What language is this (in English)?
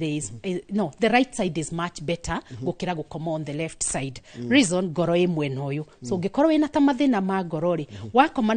Kikuyu